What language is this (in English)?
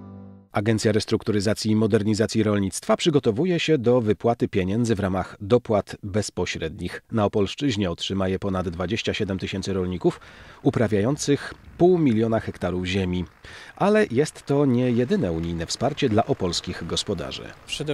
Polish